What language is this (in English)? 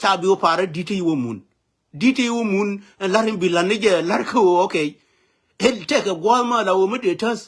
Nuer